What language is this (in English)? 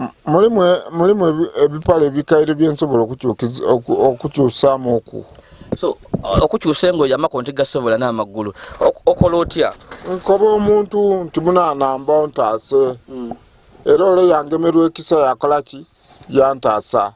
Ganda